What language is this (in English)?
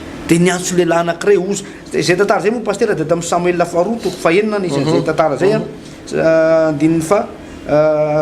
Malagasy